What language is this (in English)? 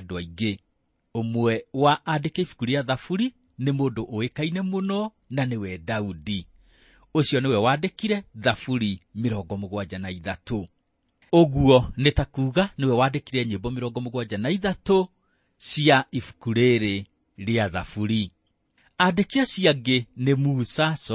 Kikuyu